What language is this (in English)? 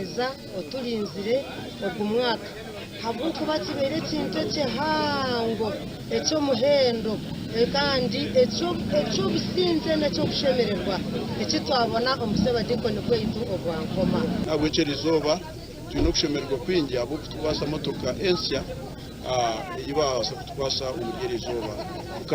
Nyankole